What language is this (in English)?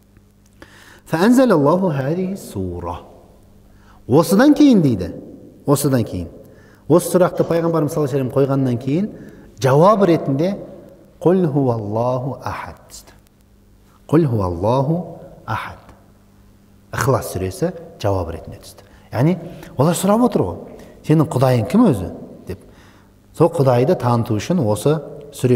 Kazakh